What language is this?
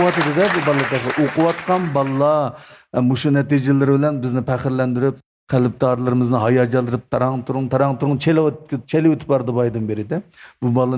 Uyghur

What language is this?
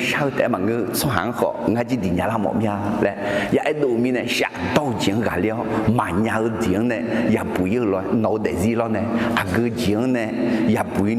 Akha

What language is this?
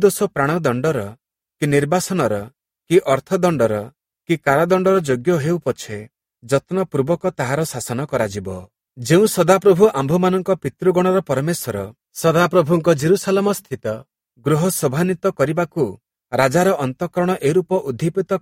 Odia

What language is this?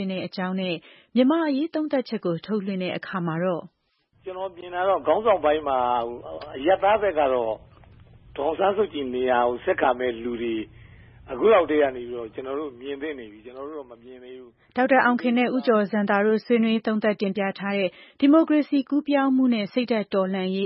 Burmese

